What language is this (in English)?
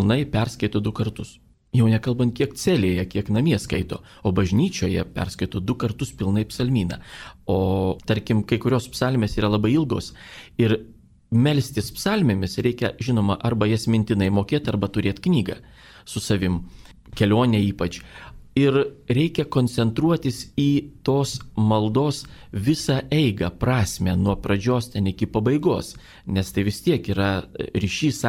Lithuanian